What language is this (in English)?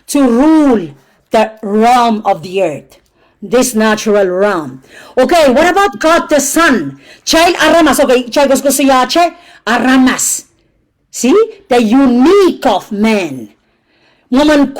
Pohnpeian